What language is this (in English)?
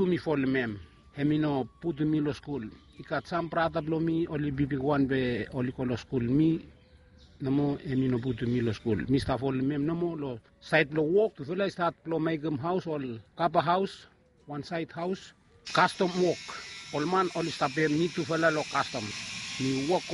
Bislama